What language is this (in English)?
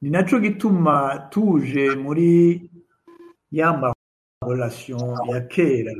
Rundi